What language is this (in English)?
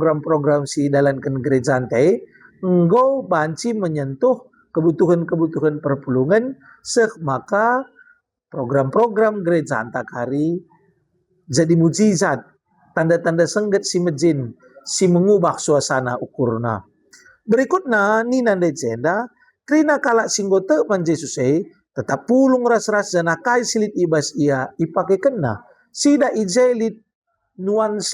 Batak Karo